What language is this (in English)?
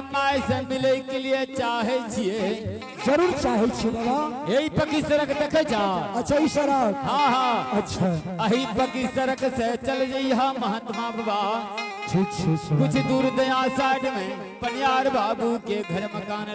Angika